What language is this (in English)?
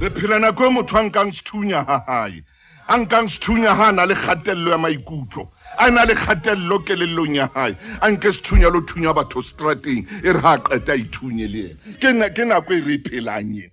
Southern Sotho